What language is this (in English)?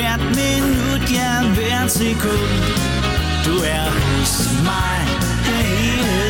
Danish